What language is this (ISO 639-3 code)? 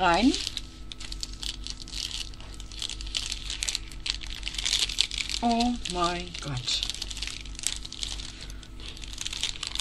deu